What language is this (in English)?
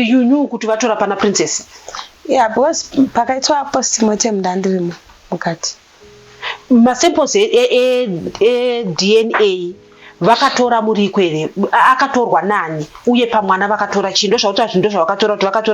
Shona